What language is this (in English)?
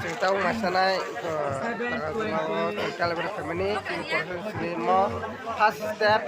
Kok Borok